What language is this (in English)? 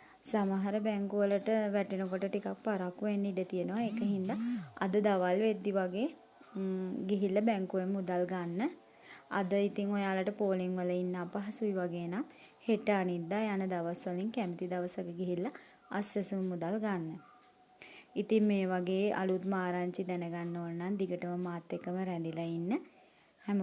Sinhala